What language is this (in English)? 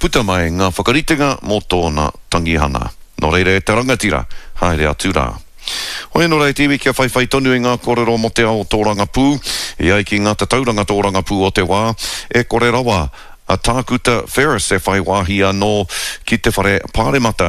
Māori